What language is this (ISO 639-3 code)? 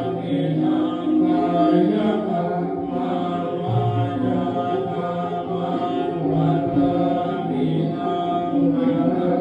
pli